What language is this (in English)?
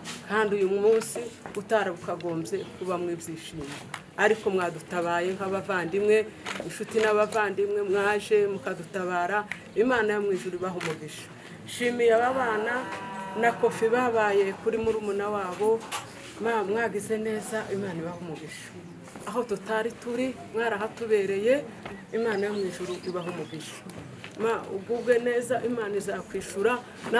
Kinyarwanda